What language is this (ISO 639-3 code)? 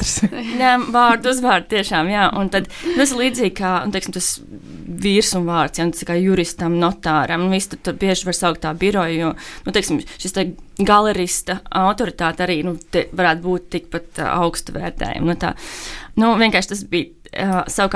lav